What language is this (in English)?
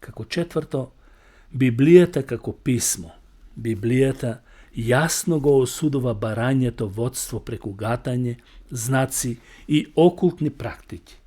Macedonian